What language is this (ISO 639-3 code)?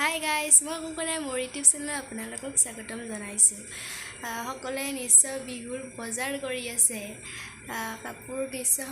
asm